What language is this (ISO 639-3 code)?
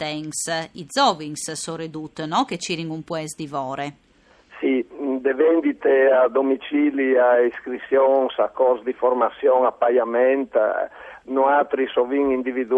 fur